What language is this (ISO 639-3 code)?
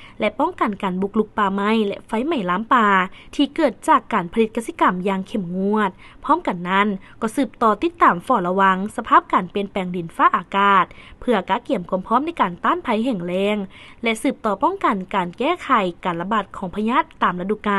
lao